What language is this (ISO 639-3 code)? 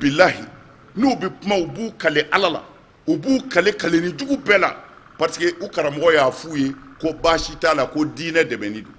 bam